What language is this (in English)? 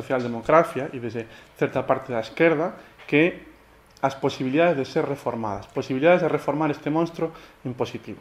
Galician